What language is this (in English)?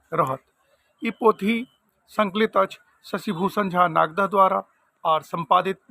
Maithili